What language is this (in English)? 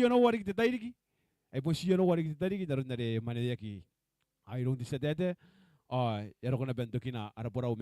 Gilbertese